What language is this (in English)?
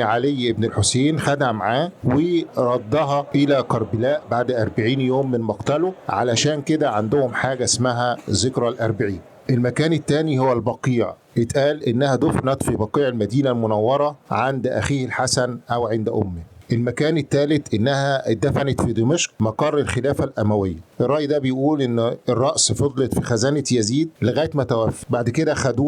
Egyptian Arabic